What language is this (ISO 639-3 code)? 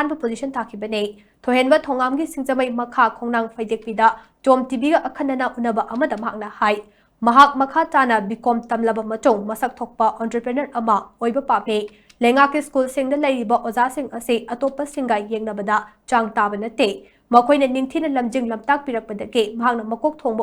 mni